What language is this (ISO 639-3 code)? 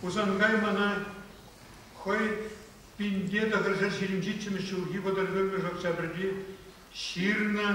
chv